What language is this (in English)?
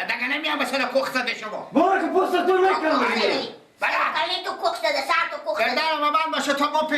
Persian